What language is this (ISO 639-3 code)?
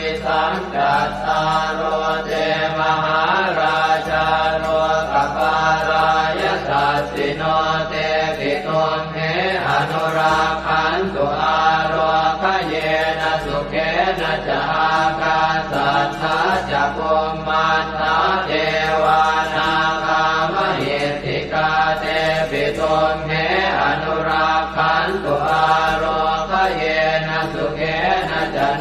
pli